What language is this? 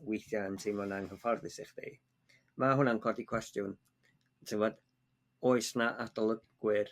Welsh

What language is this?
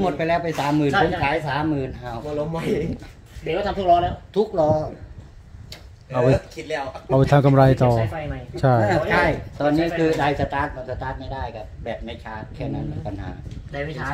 Thai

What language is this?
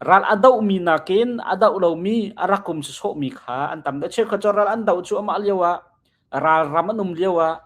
Hakha Chin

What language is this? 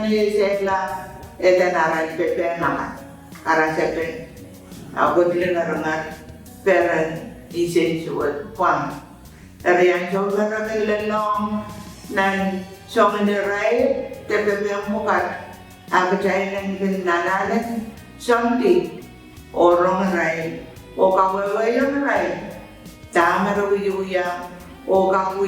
Pohnpeian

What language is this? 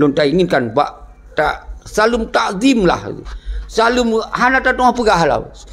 Achinese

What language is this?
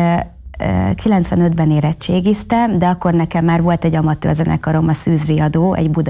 Hungarian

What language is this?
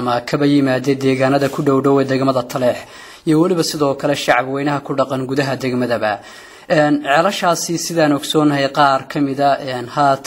Somali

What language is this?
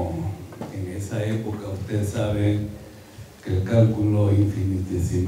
Spanish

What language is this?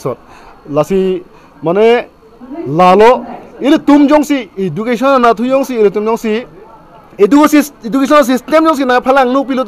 Karbi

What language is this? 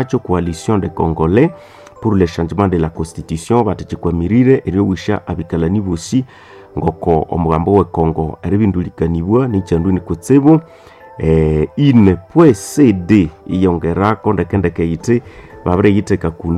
Nande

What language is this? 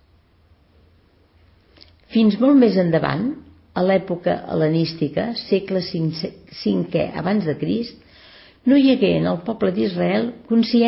Catalan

